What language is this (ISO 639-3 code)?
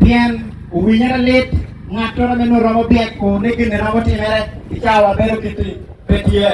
ach